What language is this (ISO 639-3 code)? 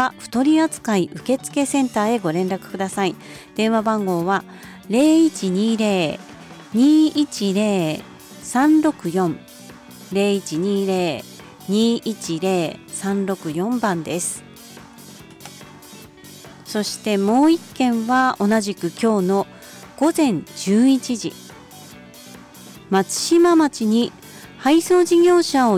jpn